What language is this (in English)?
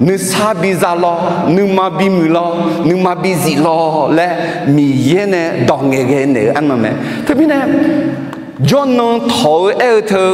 Akha